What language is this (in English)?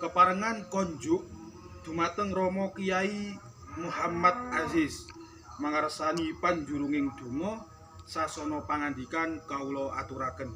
Javanese